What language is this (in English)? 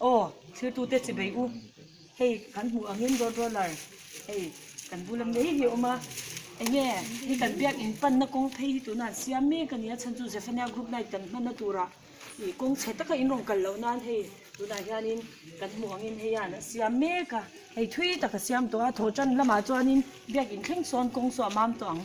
Mizo